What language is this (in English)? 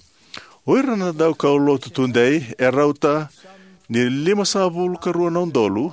Fijian